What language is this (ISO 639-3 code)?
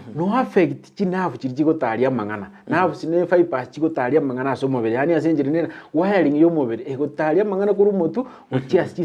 guz